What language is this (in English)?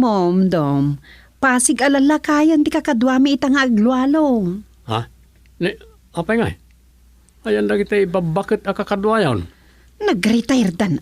Iloko